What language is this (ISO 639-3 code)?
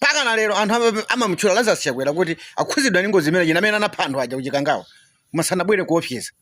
nya